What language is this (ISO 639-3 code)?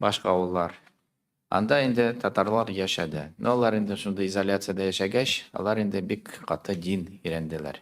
tat